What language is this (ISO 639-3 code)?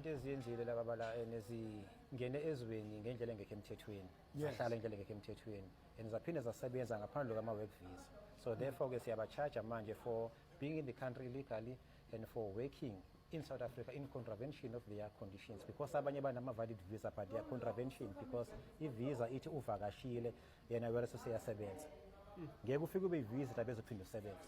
zul